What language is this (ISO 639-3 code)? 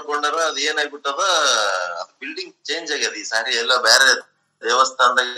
kan